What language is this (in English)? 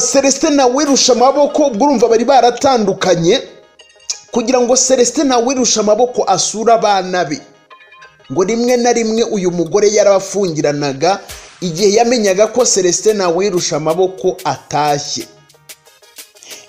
Kinyarwanda